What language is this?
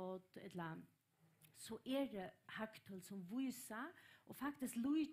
Faroese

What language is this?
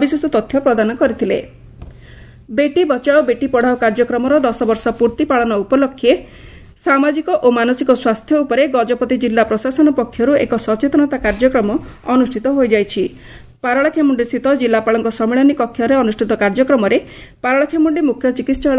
Odia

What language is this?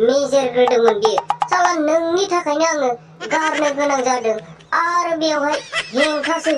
Bodo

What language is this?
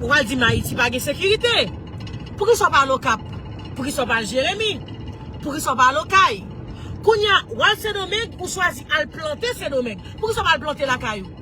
Haitian Creole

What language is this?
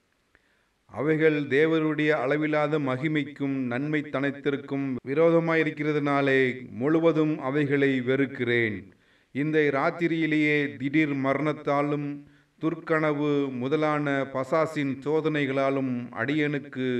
Tamil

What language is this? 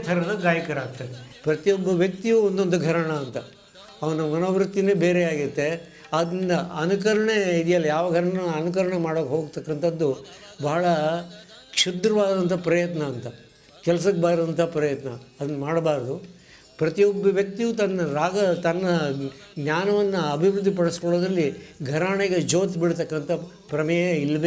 Kannada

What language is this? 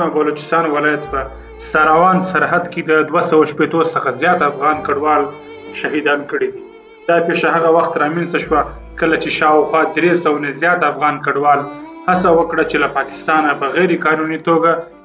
Pashto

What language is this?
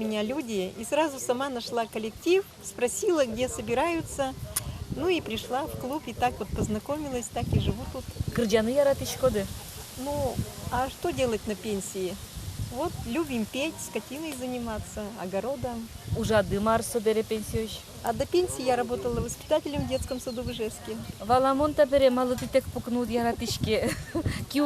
Udmurt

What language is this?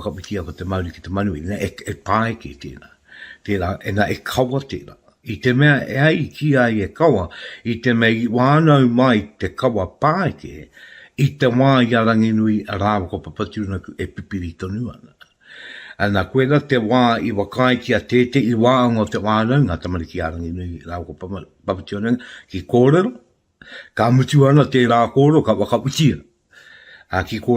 Māori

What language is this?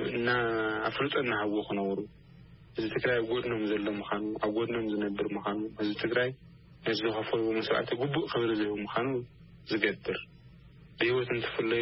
Tigrinya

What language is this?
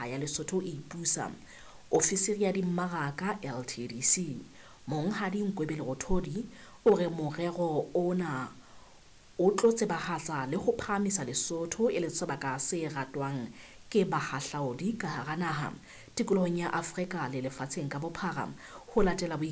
Southern Sotho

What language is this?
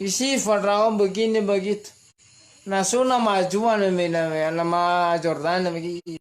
Nias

